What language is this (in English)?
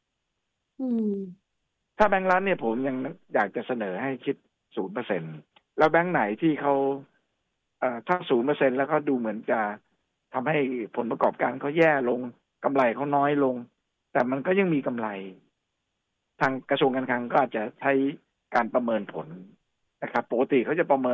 Thai